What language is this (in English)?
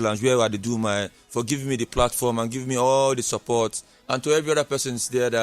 Nigerian Pidgin